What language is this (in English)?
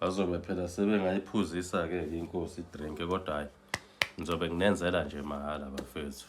Zulu